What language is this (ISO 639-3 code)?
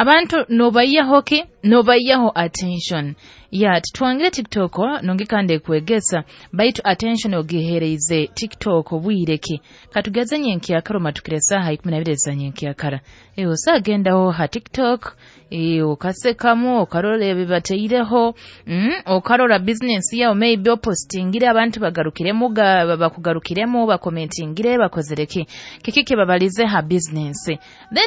nyo